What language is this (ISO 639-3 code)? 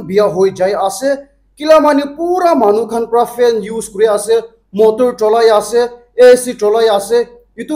nag